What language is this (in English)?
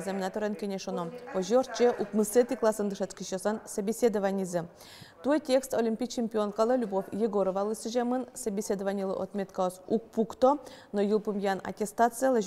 Udmurt